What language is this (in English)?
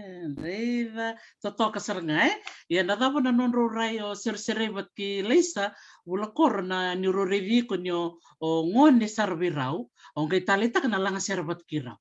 Fijian